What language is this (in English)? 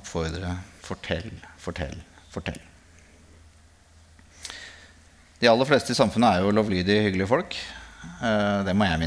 Norwegian